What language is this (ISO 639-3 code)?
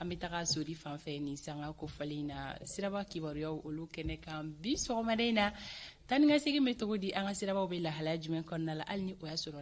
bam